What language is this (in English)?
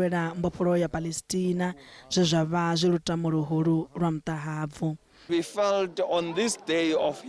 Venda